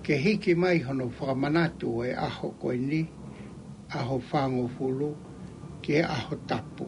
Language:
Tongan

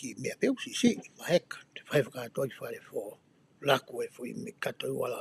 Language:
Tongan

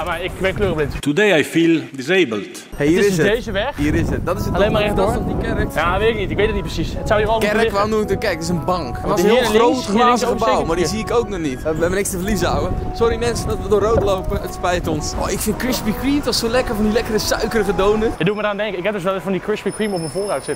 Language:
Dutch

